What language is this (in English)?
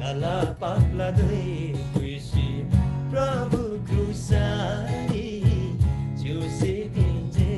Eastern Tamang